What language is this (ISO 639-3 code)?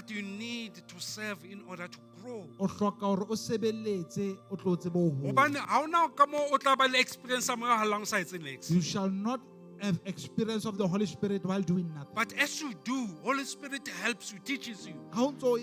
sot